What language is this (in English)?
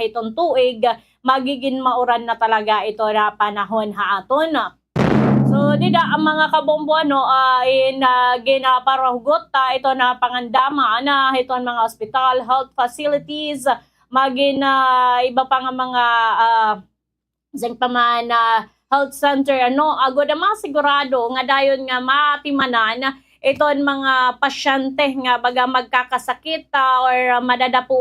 Waray